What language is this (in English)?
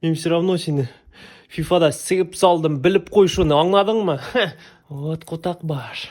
Tatar